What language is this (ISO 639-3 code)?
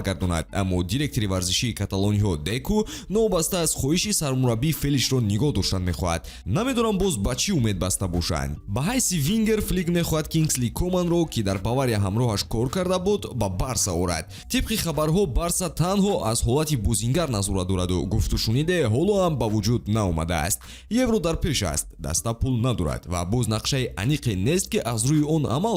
tgk